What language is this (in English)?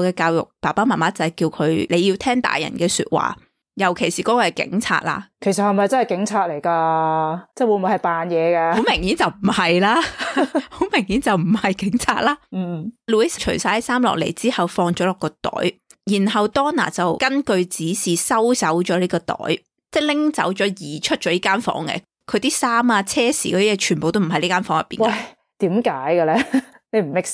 Cantonese